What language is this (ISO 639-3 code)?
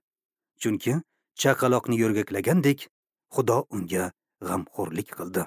uzb